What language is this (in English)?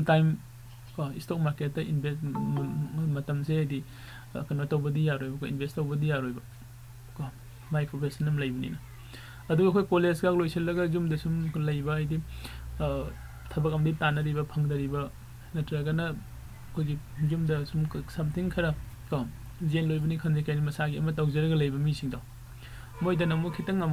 Manipuri